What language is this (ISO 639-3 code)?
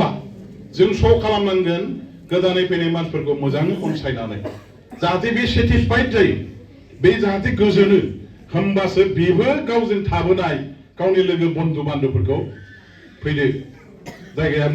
brx